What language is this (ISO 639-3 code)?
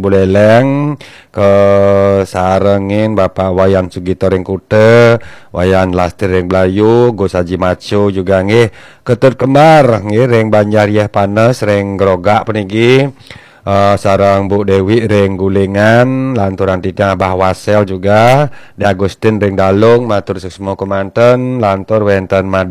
ban